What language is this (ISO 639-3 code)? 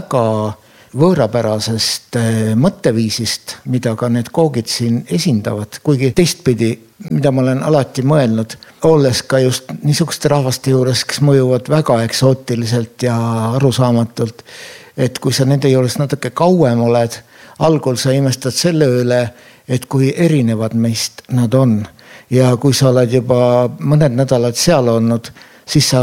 est